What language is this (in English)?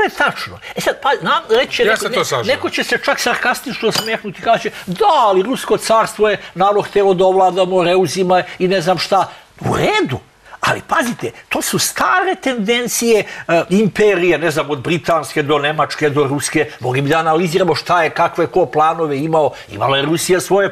Serbian